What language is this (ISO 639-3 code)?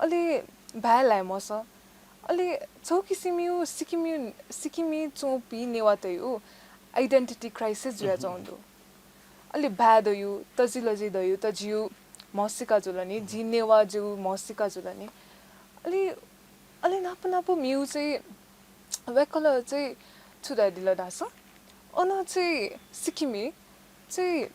new